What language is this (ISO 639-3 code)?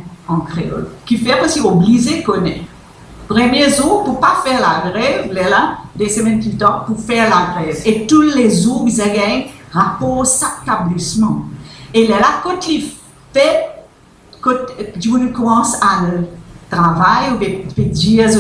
mfe